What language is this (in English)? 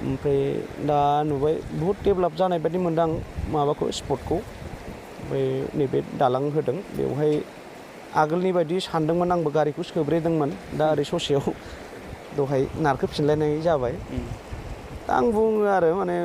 Bodo